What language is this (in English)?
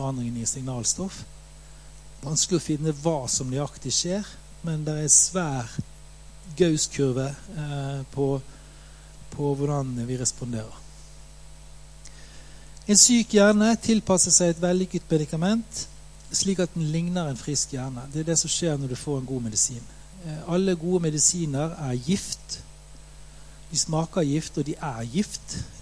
Norwegian